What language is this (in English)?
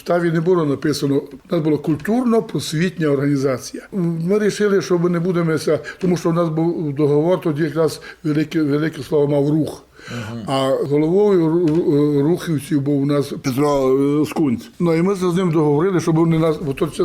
Rusyn